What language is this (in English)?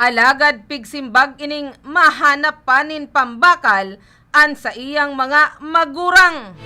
Bikol